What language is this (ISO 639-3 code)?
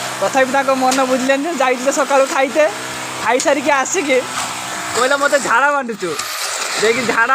ori